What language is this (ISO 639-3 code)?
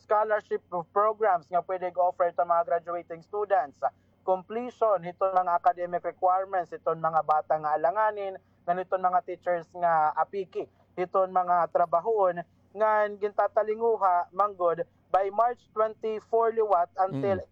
war